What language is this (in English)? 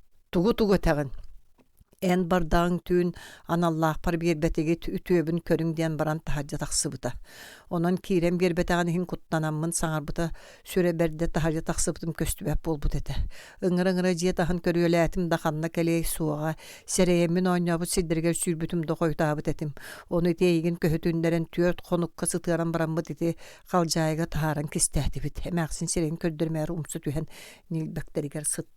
Yakut